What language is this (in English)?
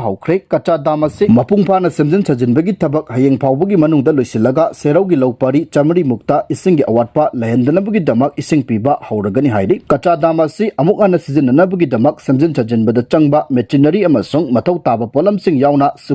Manipuri